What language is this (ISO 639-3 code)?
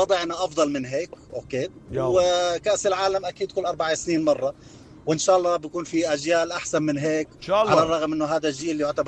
apc